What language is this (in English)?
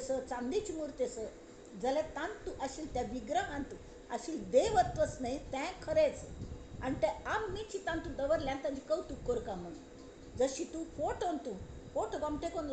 Konkani